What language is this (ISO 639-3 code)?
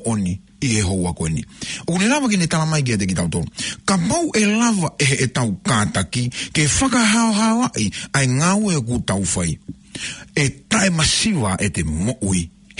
ton